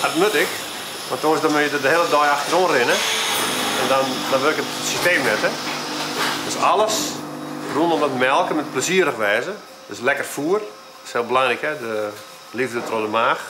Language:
Western Frisian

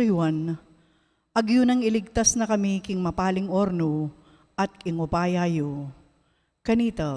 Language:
Pampanga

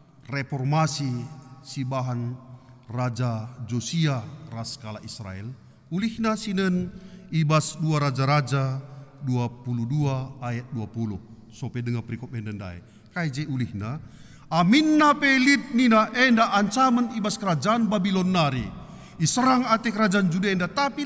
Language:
Batak Karo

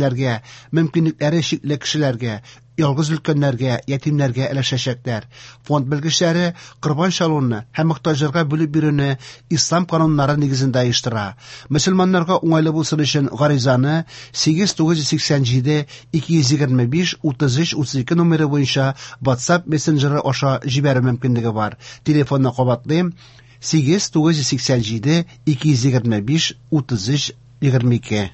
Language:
Tatar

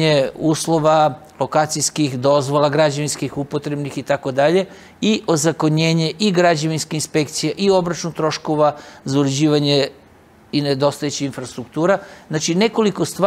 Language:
Serbian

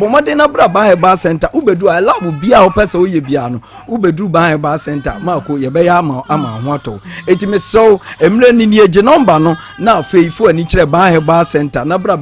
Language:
Akan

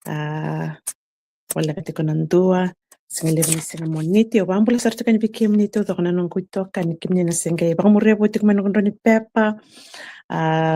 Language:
Fijian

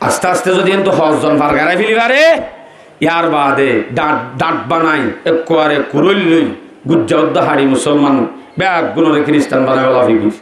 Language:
Rohingya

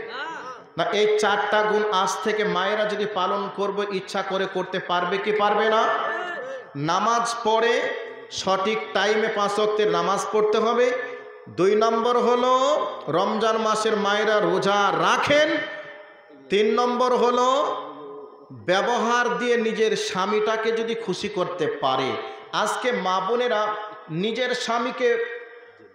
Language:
Bangla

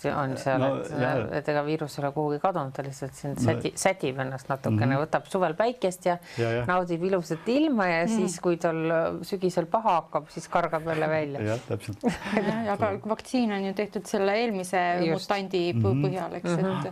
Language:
Estonian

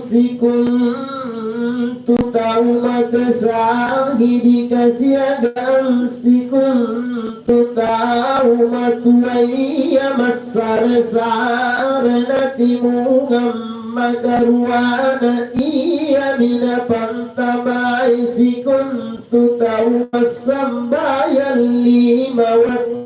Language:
Makasar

